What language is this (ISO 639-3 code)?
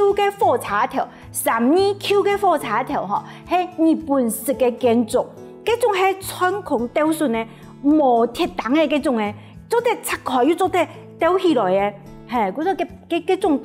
hak